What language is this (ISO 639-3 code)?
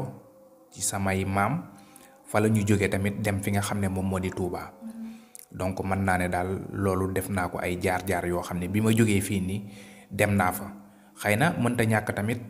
wol